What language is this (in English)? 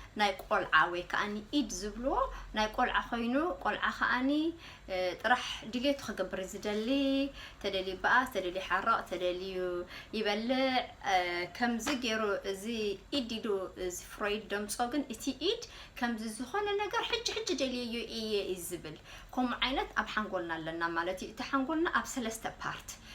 Tigrinya